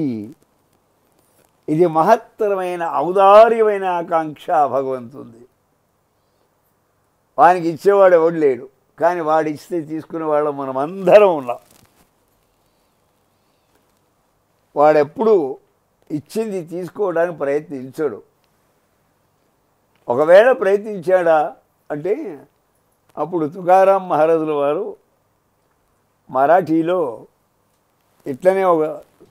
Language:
Telugu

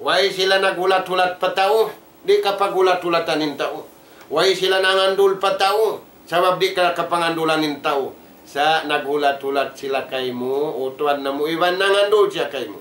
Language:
Tausug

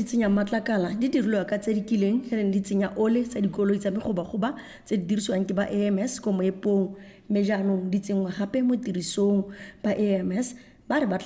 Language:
Tswana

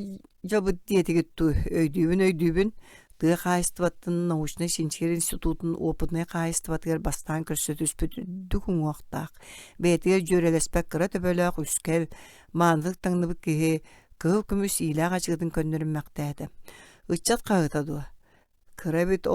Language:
Yakut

